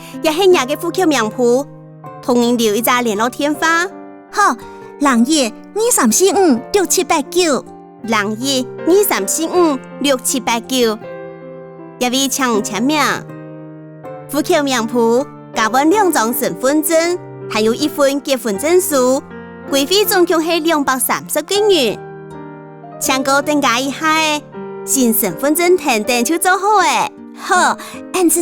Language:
Hakka Chinese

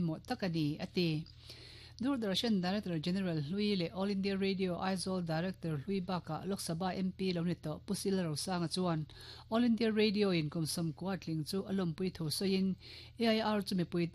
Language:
Mizo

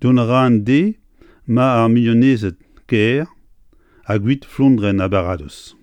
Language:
Breton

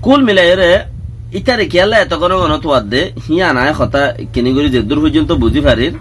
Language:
Rohingya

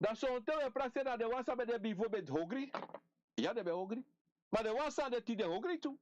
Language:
Sranan Tongo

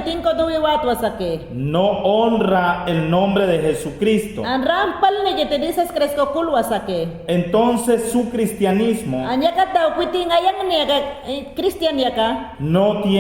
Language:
Mayangna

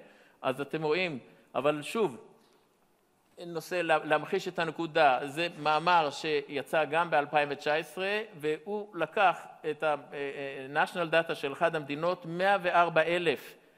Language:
Hebrew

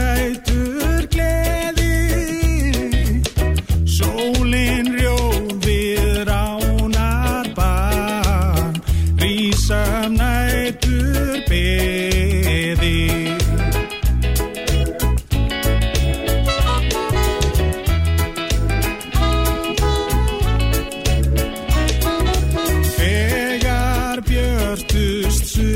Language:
Icelandic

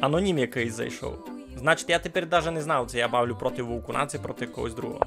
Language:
Rusyn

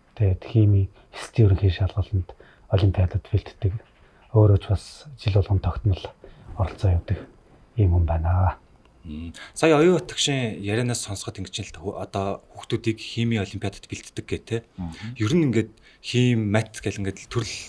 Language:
Mongolian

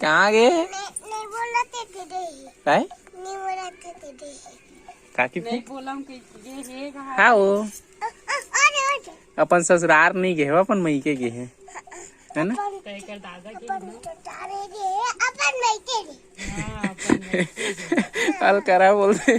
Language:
Chhattisgarhi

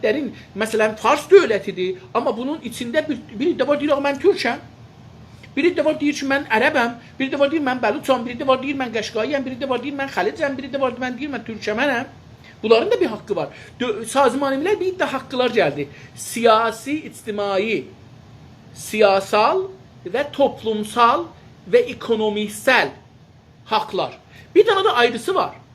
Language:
South Azerbaijani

